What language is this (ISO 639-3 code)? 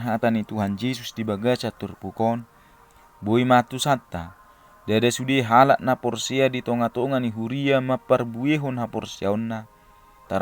bbc